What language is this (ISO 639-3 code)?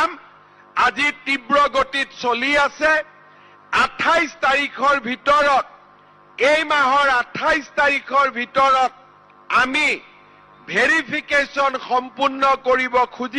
asm